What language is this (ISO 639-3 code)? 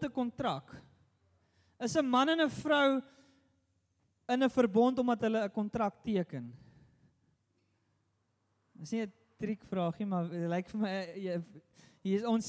afr